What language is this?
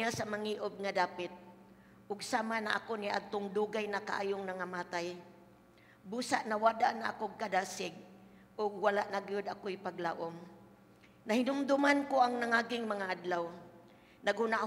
Cebuano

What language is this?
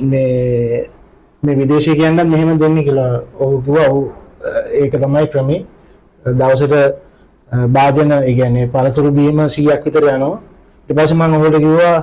Sinhala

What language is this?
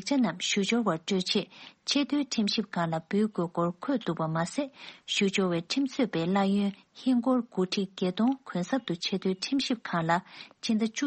Tibetan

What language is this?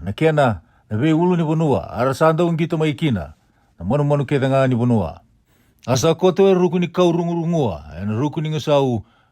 Fijian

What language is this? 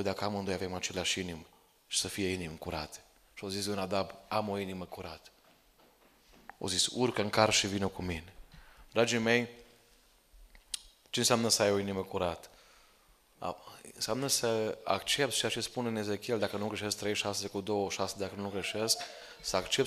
Romanian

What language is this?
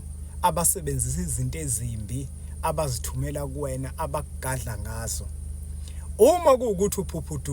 Zulu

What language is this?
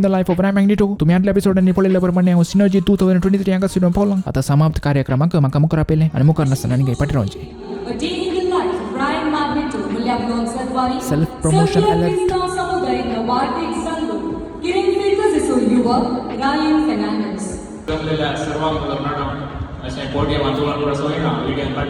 Konkani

